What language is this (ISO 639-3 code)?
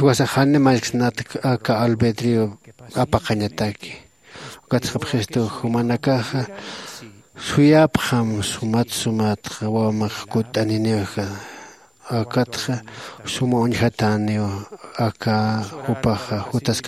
aym